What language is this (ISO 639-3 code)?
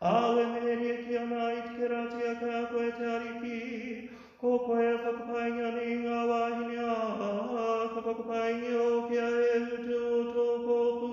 mri